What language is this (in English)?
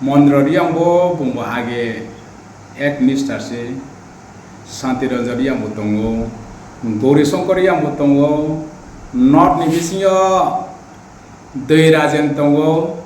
Riang (India)